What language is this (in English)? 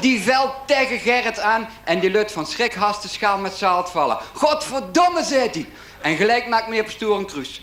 Limburgish